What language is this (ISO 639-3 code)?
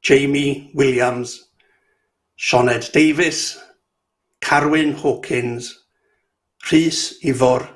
cym